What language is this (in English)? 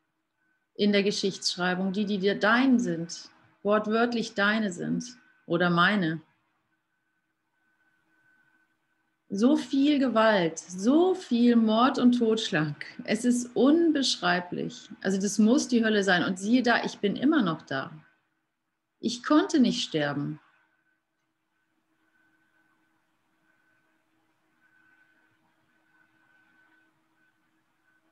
German